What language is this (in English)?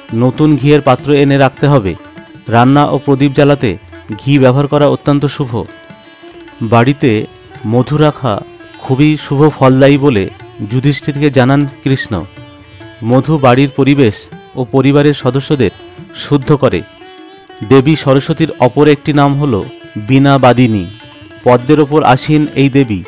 Bangla